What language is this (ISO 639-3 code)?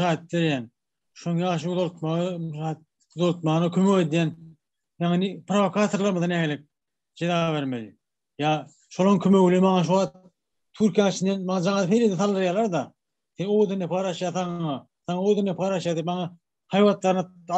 tuk